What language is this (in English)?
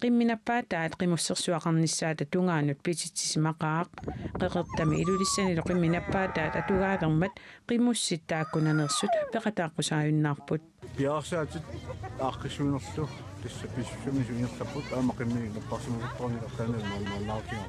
Kalaallisut